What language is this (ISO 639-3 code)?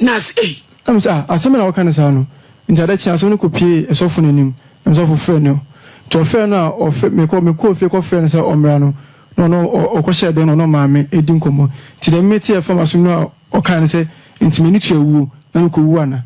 aka